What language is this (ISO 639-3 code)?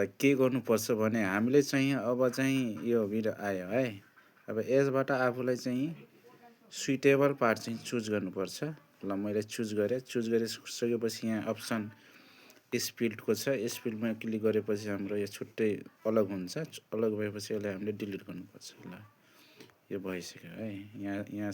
nep